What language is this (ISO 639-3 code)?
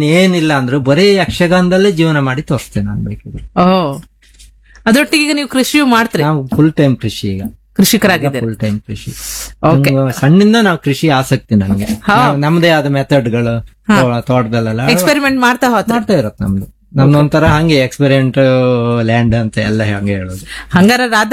kan